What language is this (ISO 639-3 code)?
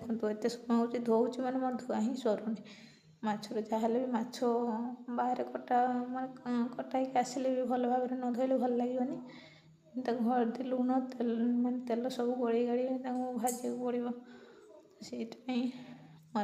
ori